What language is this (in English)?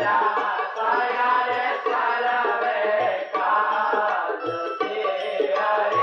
Gujarati